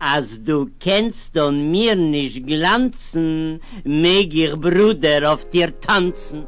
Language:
Yiddish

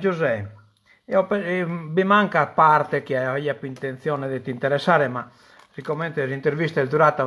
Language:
Sardinian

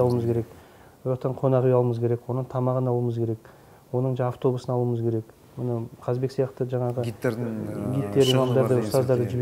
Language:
Kazakh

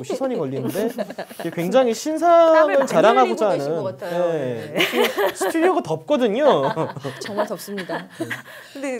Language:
Korean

